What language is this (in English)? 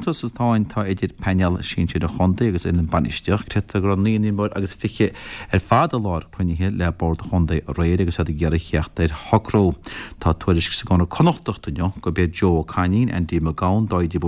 Irish